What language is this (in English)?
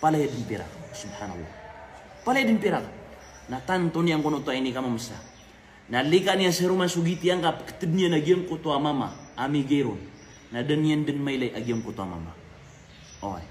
Maranao